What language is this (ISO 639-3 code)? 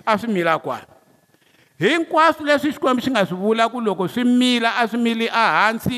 tso